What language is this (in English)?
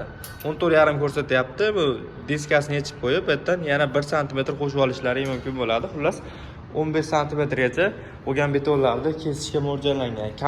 Uzbek